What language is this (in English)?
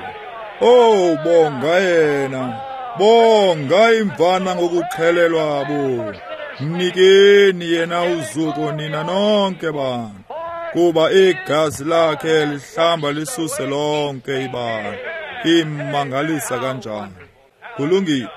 Xhosa